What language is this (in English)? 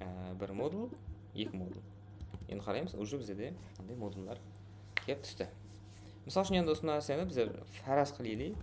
Kara-Kalpak